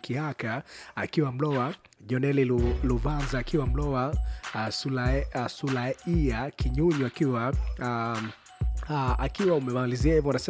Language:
Swahili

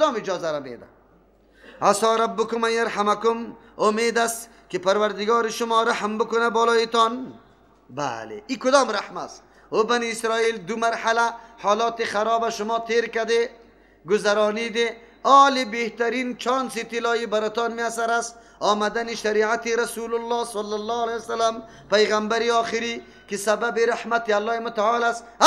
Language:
Persian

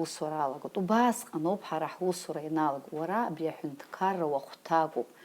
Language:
Abkhazian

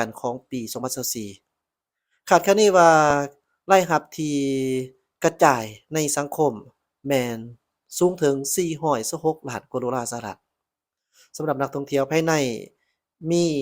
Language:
Lao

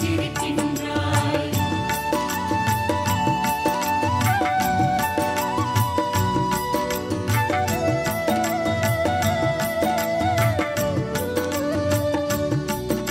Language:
Tamil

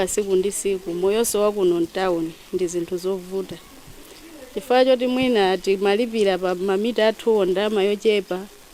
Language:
Nyanja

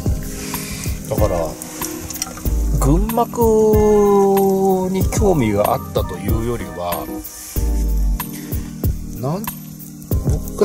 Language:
Japanese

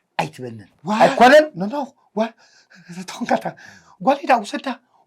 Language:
Tigrinya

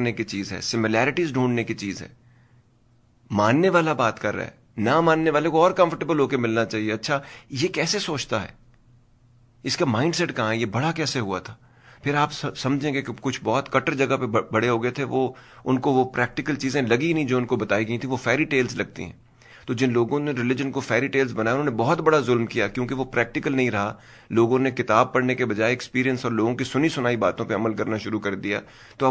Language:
Urdu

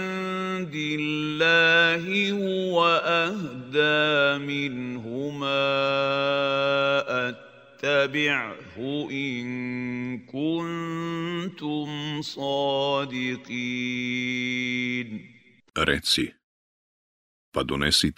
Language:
Bosnian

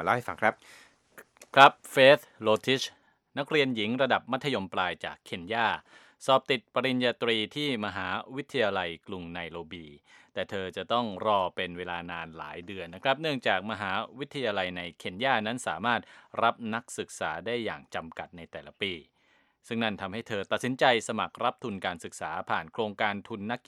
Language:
Thai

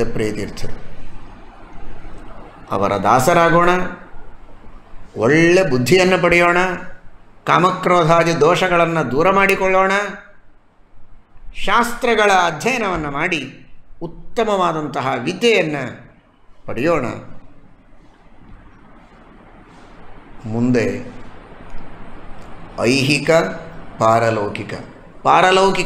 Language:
Kannada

